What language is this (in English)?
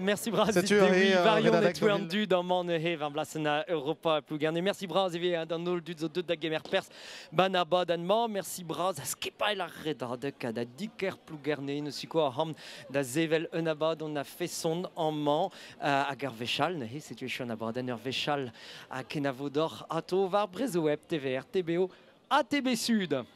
Breton